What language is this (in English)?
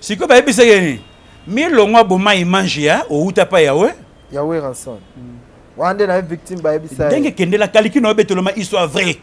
Lingala